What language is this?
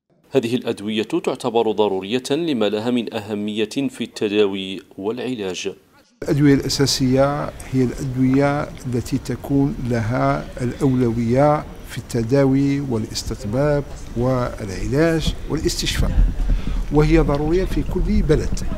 Arabic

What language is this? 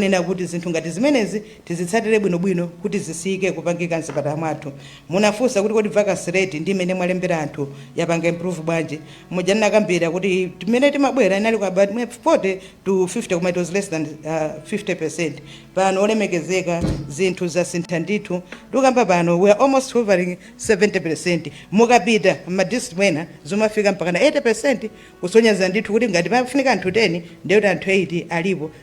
Nyanja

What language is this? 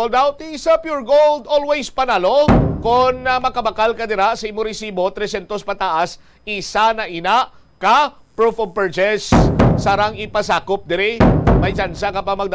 Hiligaynon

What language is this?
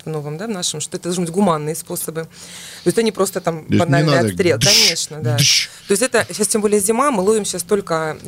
Russian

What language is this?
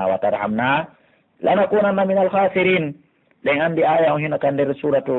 Pular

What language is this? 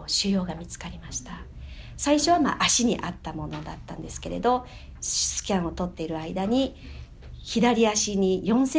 Japanese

